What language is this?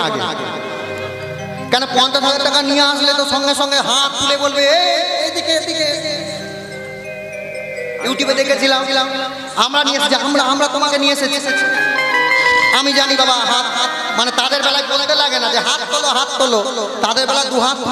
Bangla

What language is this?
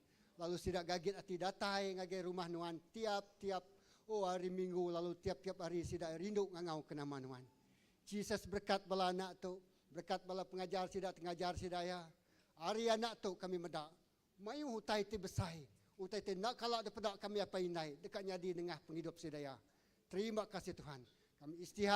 Iban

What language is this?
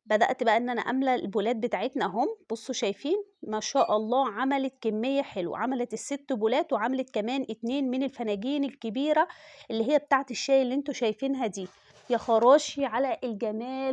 Egyptian Arabic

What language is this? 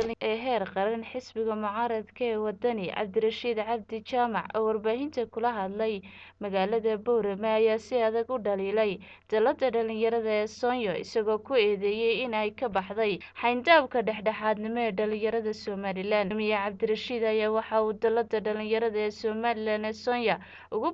Somali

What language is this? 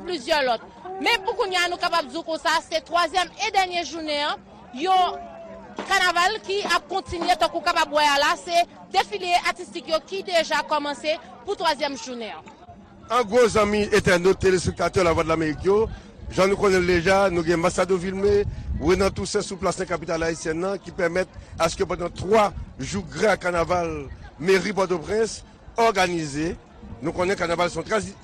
Haitian Creole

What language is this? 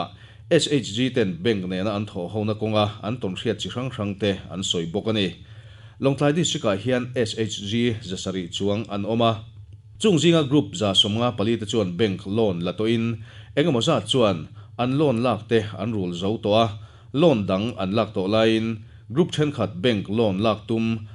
Mizo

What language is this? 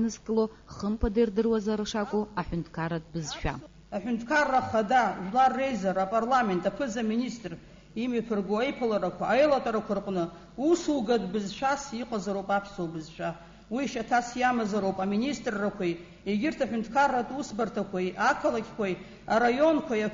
Abkhazian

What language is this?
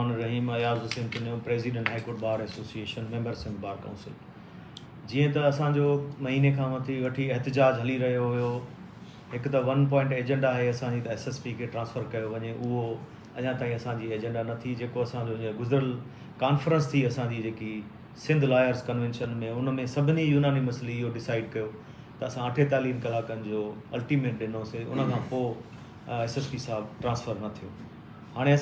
Sindhi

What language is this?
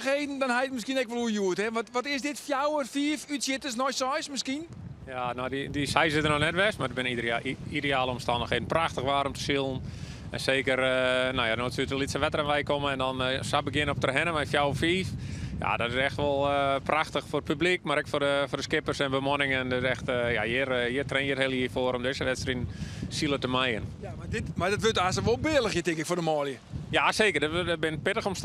Western Frisian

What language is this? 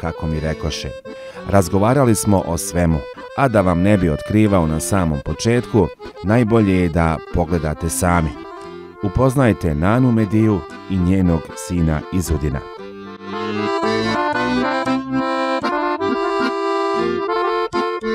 Bosnian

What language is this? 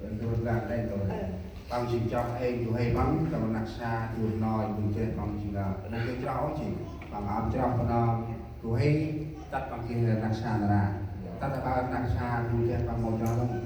Central Mnong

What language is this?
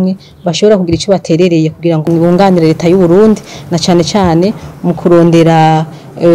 Rundi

